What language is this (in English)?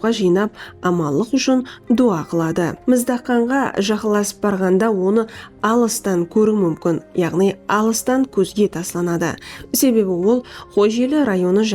Kara-Kalpak